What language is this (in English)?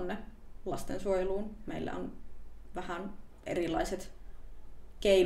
Finnish